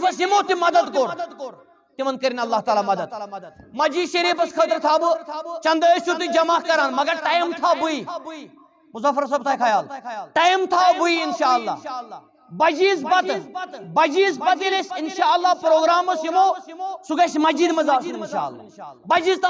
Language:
Kashmiri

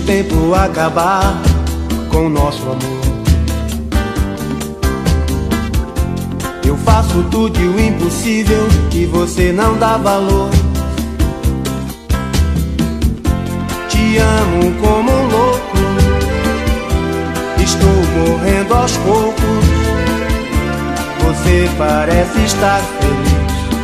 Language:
Portuguese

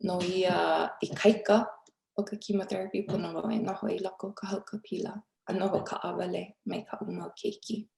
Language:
Hawaiian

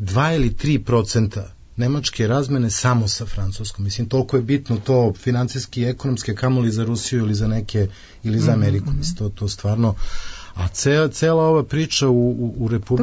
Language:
Serbian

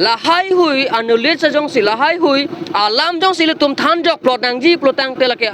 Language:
Karbi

